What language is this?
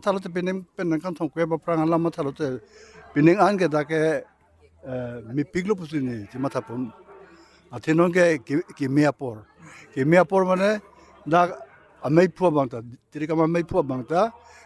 Karbi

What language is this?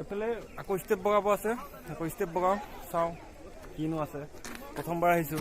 Assamese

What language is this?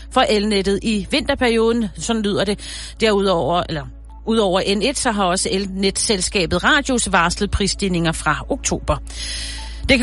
Danish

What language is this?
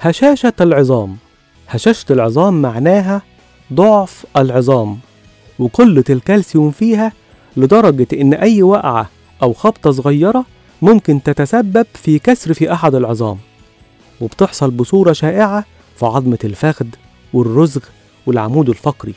Egyptian Arabic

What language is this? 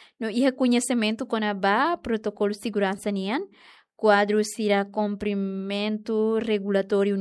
Tetum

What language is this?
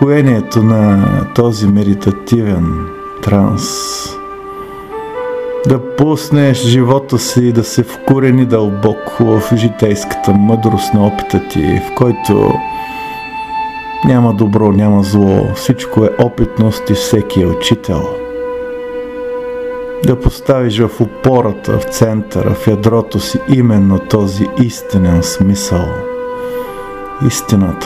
Bulgarian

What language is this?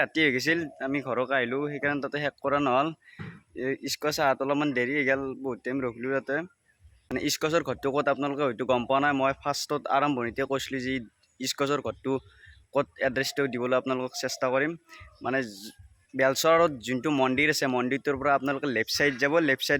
Assamese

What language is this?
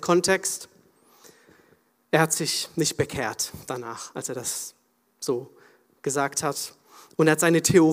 German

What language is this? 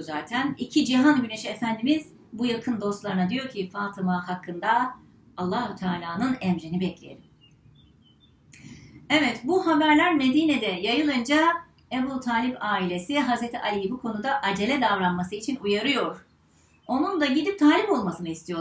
Turkish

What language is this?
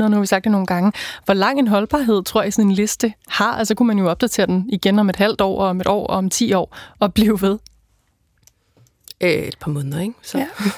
Danish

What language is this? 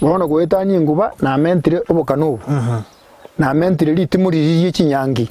Gusii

